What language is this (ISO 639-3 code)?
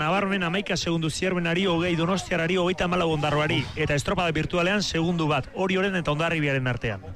eus